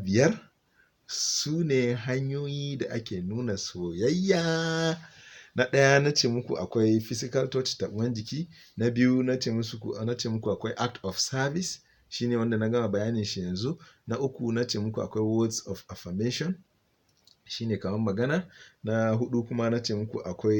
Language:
Hausa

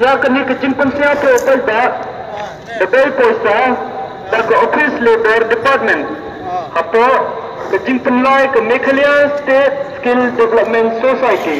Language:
Khasi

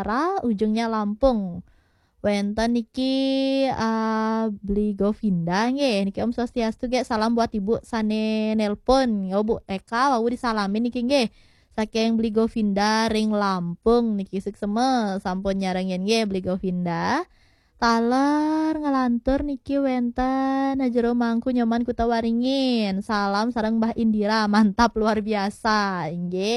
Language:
Balinese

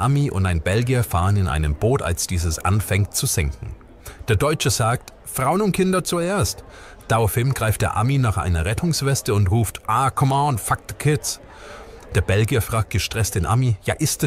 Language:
Bavarian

